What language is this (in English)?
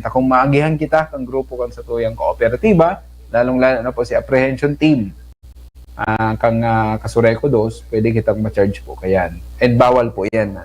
Bikol